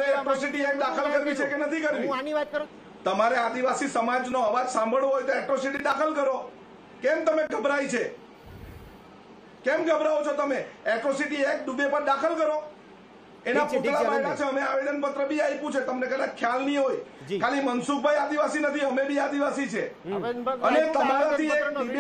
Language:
Gujarati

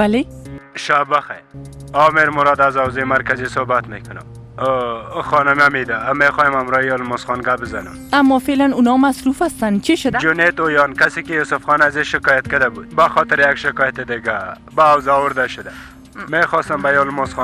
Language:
Persian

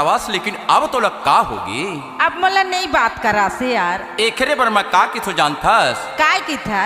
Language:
Chhattisgarhi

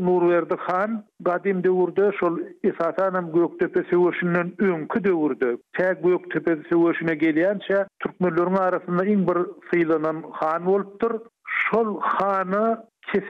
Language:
Turkmen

